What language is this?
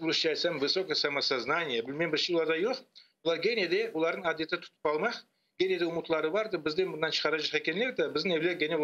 Crimean Tatar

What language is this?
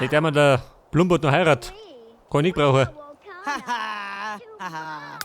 Bavarian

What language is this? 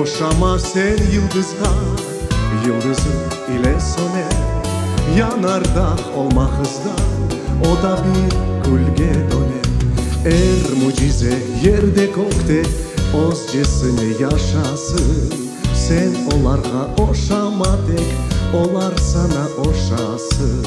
Crimean Tatar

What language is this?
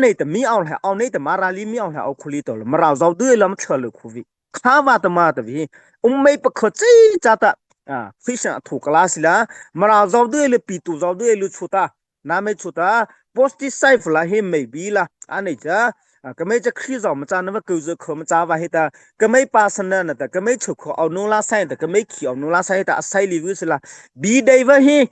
Mara Chin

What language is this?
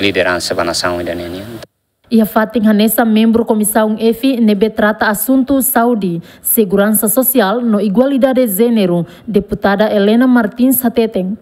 Tetum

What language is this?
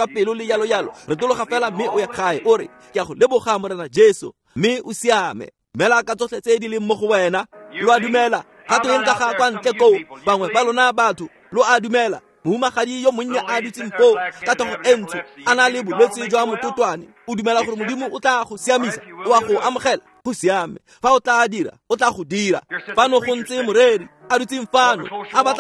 Tswana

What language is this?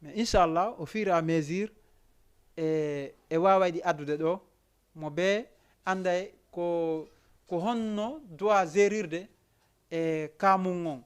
Fula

